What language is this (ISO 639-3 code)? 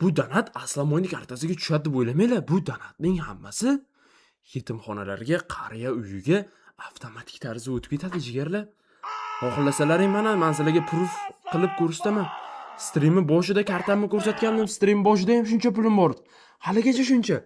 uzb